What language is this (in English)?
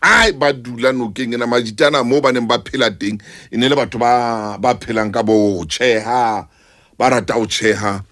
Southern Sotho